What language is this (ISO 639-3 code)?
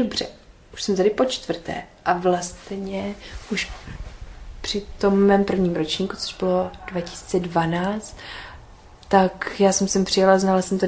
ces